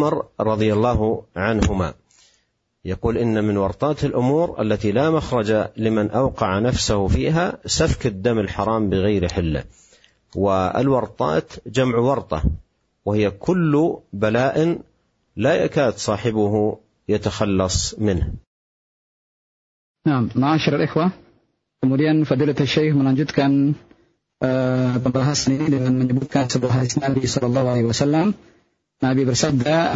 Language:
Indonesian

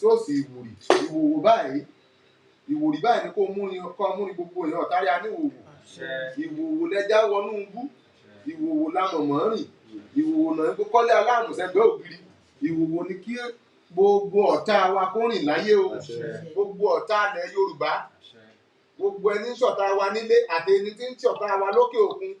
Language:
Yoruba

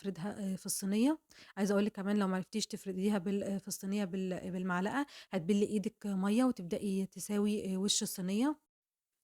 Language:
Egyptian Arabic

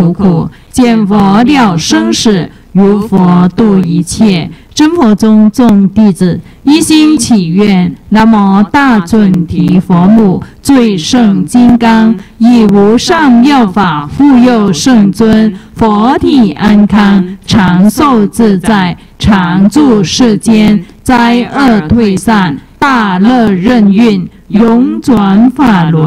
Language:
Chinese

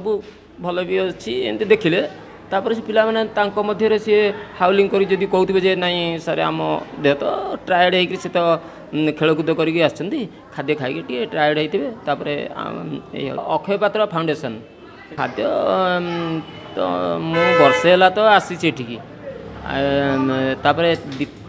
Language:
Odia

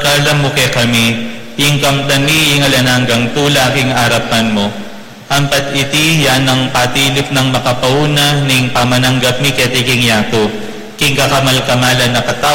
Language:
Pampanga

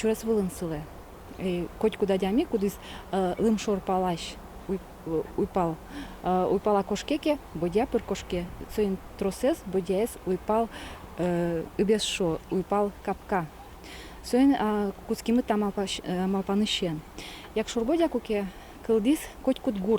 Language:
Udmurt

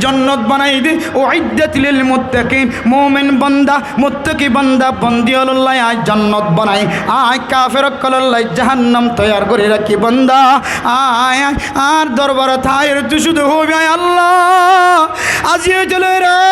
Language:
Rohingya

